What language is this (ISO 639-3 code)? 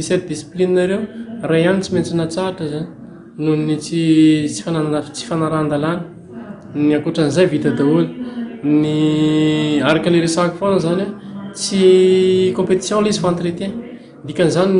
mlg